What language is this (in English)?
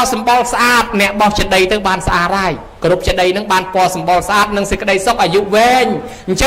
Khmer